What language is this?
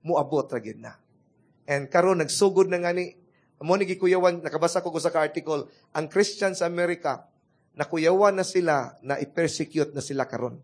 Cebuano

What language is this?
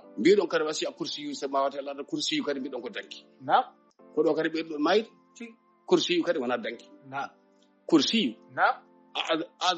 Fula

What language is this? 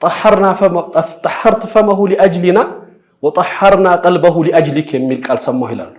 Amharic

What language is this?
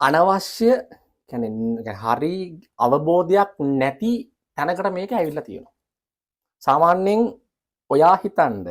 Sinhala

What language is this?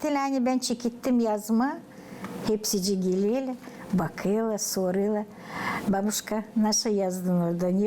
Gagauz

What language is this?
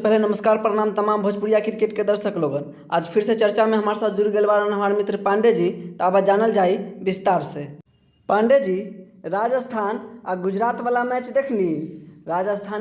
Bhojpuri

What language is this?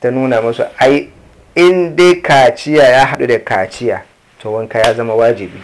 Hausa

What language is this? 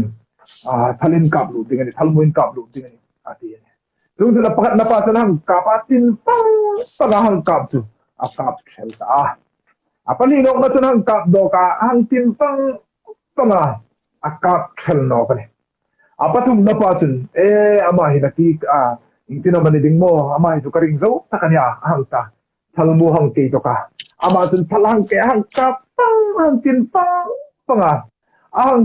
Hmar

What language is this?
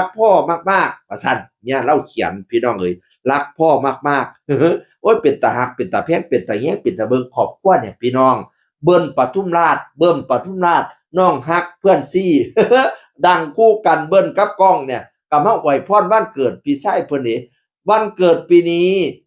Northeastern Thai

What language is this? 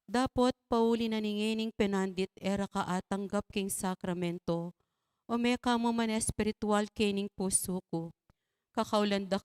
Pampanga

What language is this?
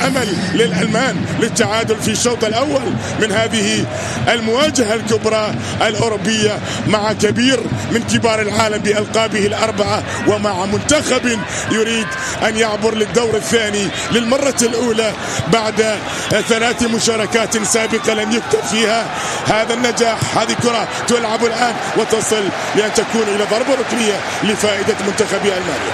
Arabic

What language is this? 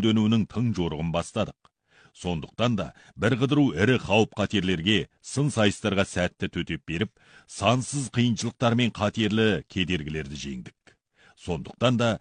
Kazakh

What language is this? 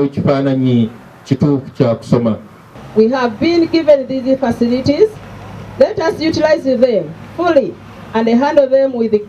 Nyankole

